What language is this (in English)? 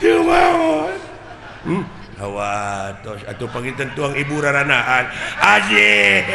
Sundanese